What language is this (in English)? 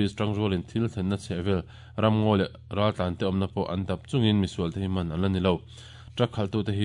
Mizo